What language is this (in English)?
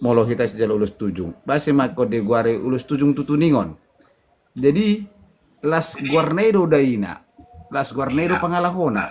Batak Toba